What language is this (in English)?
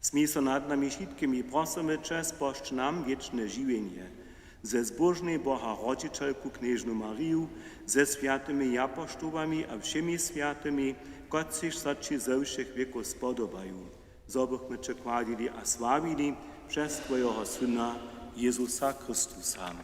Upper Sorbian